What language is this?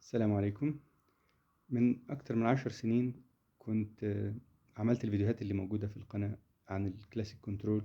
Egyptian Arabic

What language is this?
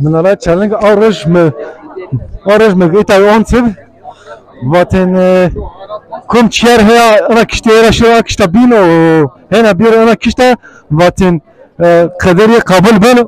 Zaza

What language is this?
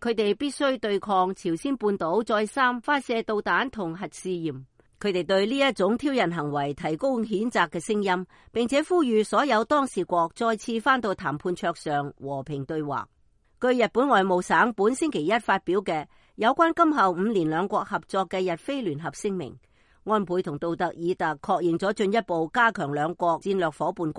Cantonese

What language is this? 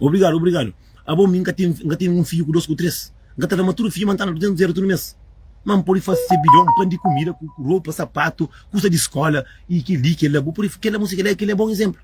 Kabuverdianu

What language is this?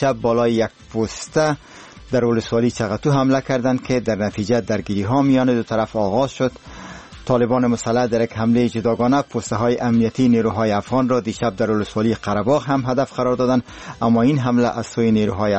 Persian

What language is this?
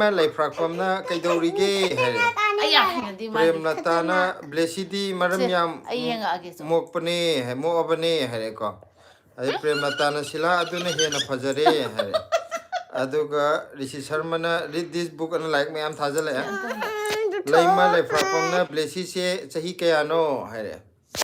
Manipuri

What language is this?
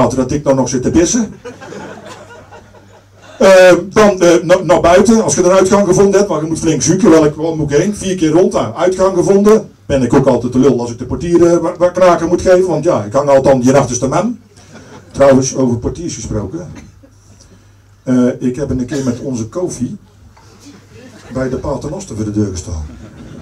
Dutch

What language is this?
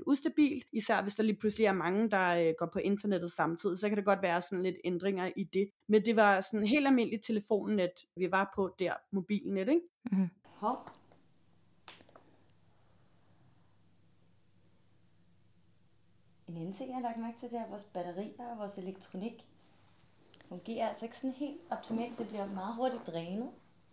Danish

